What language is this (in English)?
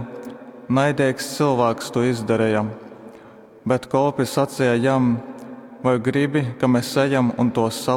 Latgalian